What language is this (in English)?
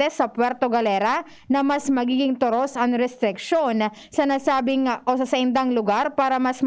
Bikol